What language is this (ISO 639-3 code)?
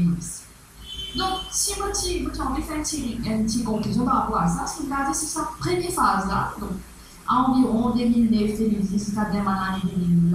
mfe